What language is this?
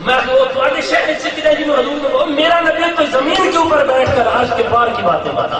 Saraiki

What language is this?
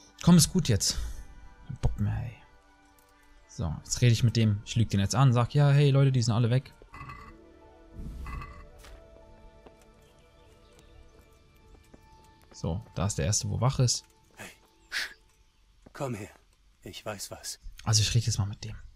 German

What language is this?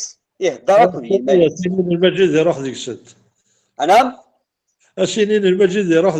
Kabyle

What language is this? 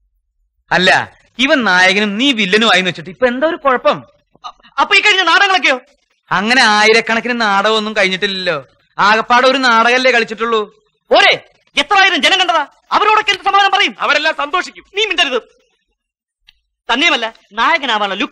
Malayalam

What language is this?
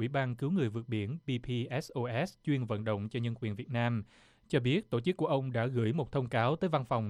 Vietnamese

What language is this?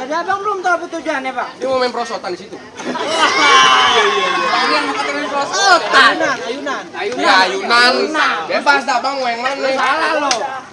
Betawi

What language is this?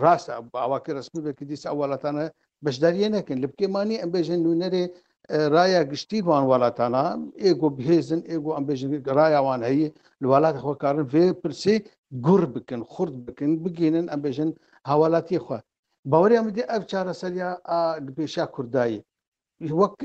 Kurdish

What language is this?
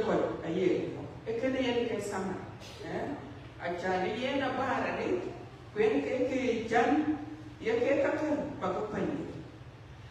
Dinka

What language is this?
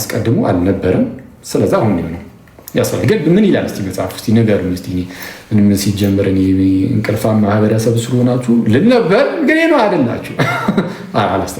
Amharic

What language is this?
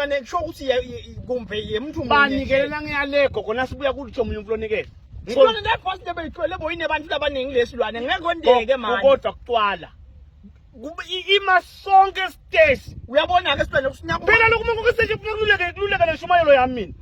Swati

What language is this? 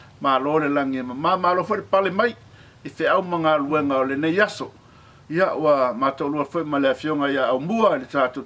Samoan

